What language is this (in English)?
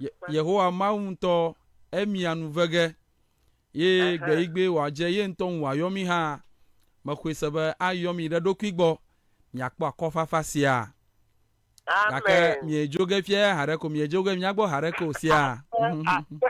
Ewe